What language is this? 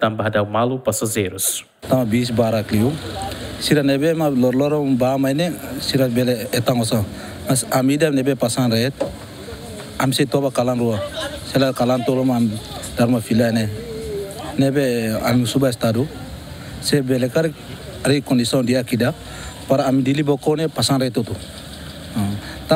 Tetum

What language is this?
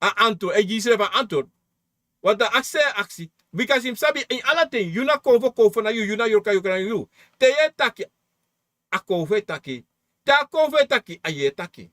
Sranan Tongo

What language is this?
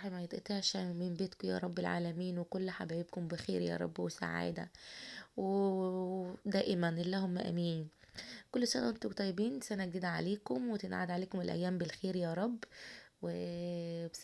Egyptian Arabic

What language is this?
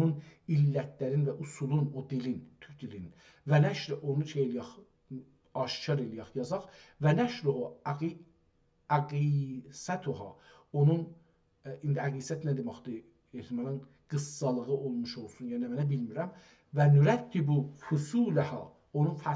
South Azerbaijani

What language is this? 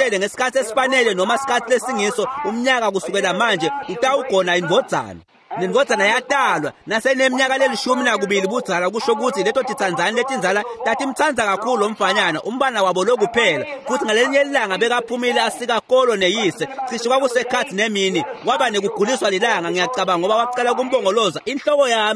Swati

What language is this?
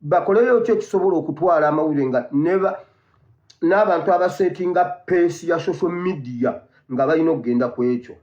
Ganda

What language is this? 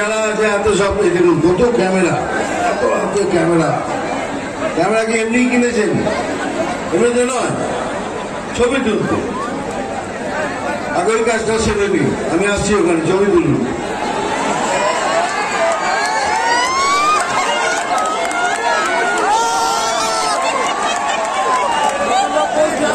Bangla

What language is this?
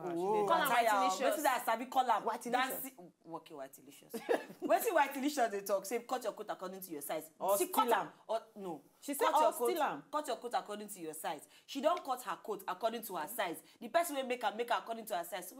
Nigerian Pidgin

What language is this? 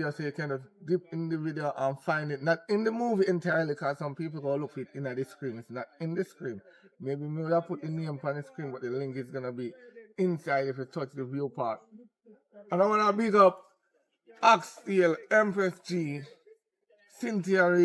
Jamaican Creole English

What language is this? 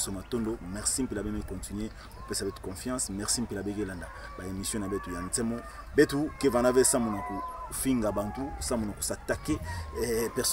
Kituba (Democratic Republic of Congo)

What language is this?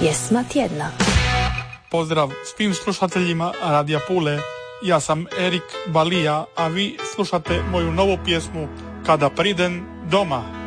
Croatian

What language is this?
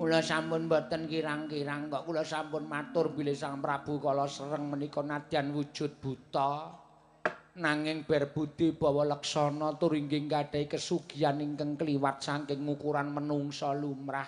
Javanese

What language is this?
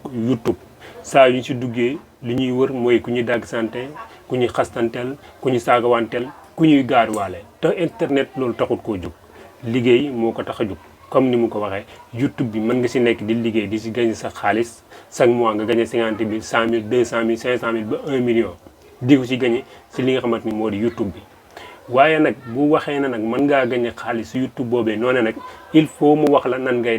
Wolof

